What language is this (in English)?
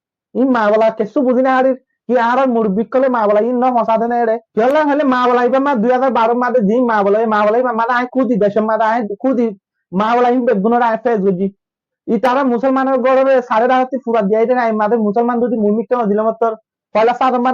Rohingya